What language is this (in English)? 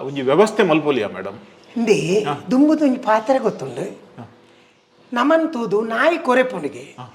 Tulu